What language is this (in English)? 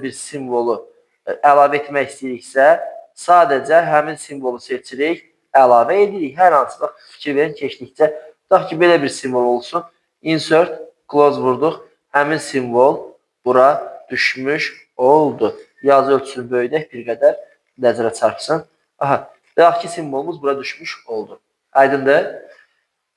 Azerbaijani